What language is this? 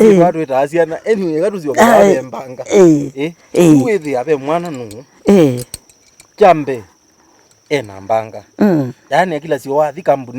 Kamba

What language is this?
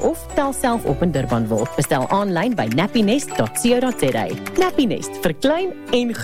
Afrikaans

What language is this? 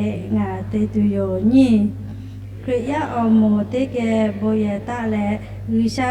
Lahu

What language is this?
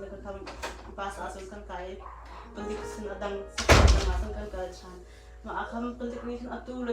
Hakha Chin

